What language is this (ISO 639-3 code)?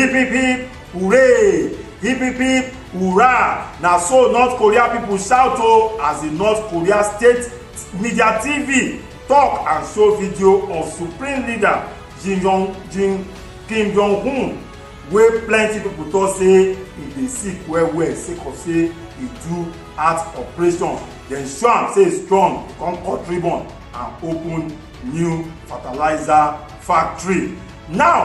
pcm